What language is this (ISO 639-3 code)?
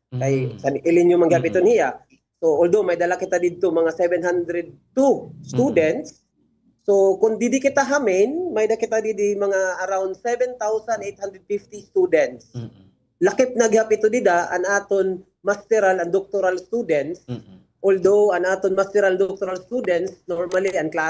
war